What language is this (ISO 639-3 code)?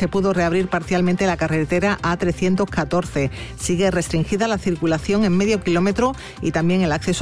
spa